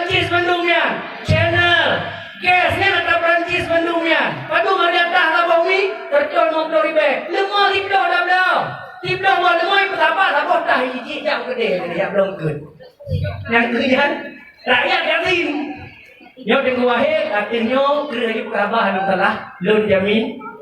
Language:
Achinese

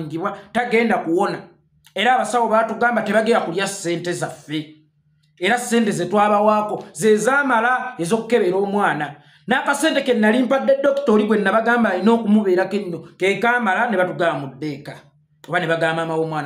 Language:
Ganda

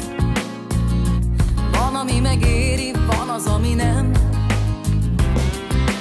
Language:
Hungarian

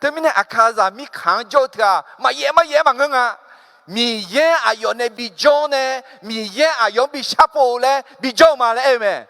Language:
Akha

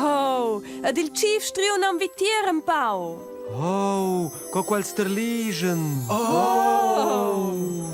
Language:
Romansh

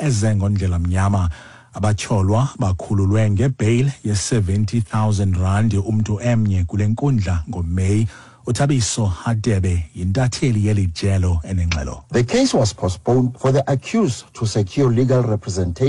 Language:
Xhosa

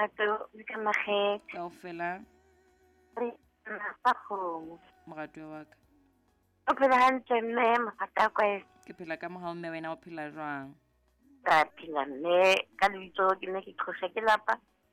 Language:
Southern Sotho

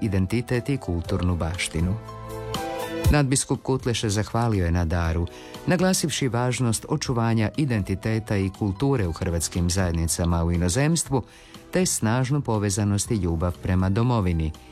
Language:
Croatian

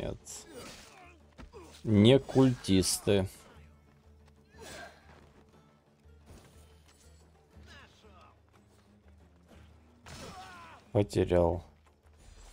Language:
Russian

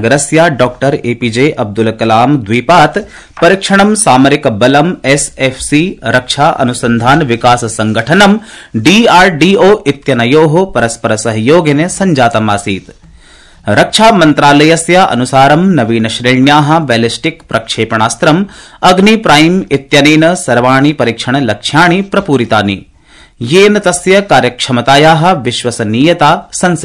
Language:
Sanskrit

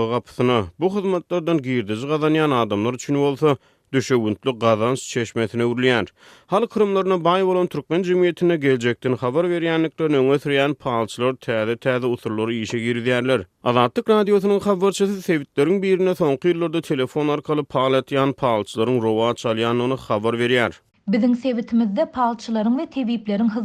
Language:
Turkmen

